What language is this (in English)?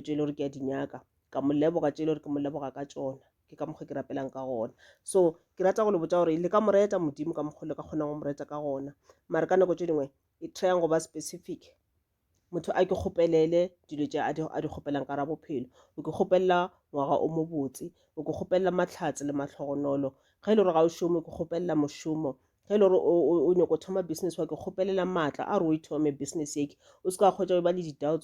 Northern Sotho